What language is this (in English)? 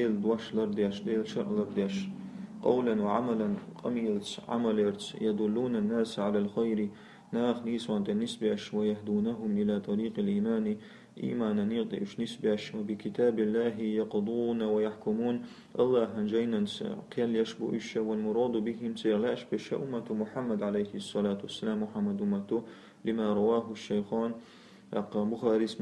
Chechen